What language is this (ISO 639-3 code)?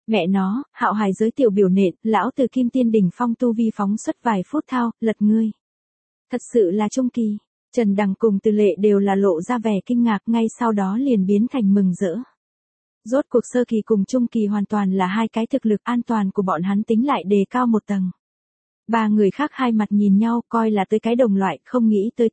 vie